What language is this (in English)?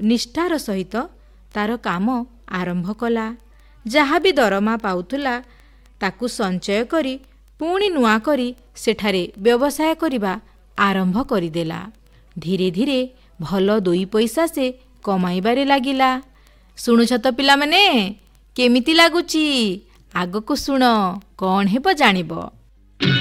Odia